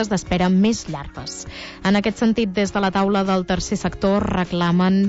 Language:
Catalan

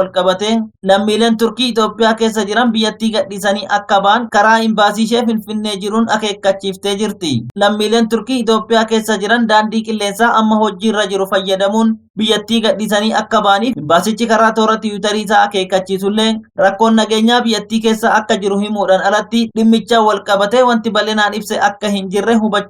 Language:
Oromo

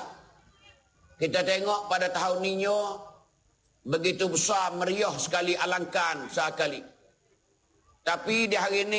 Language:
Malay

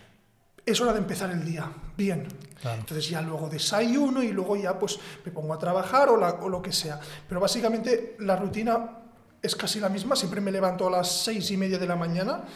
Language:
Spanish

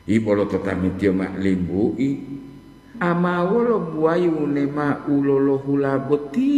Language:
Gorontalo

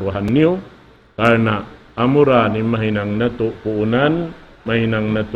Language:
Tausug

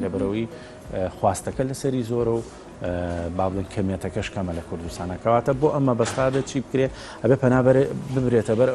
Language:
Central Kurdish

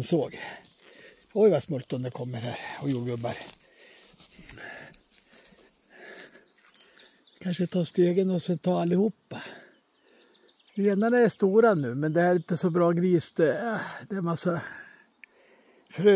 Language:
Swedish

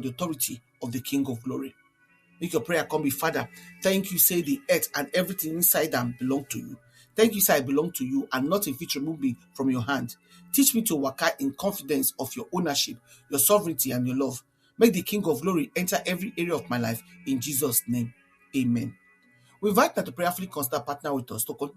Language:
Nigerian Pidgin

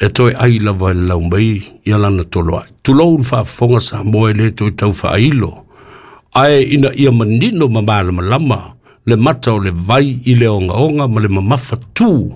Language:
Samoan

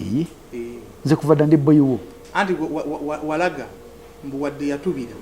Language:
Ganda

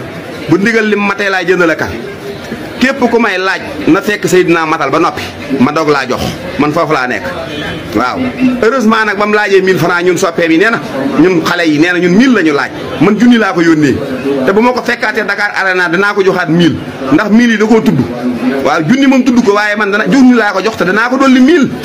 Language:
Wolof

